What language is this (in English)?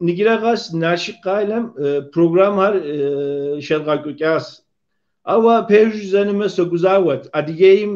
Kabardian